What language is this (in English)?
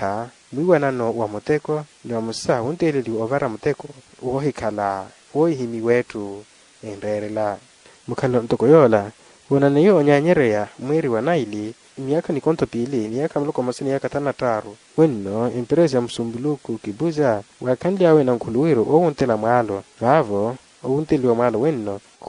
Makhuwa